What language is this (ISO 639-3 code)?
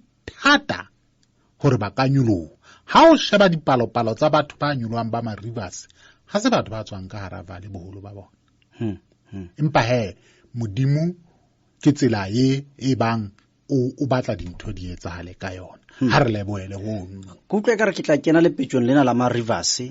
sot